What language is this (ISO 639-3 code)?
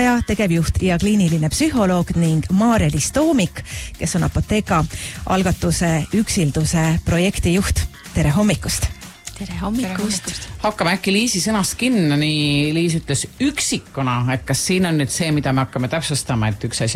est